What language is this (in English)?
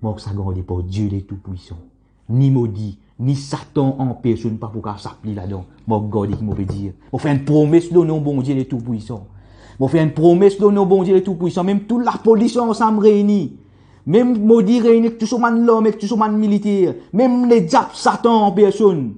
Morisyen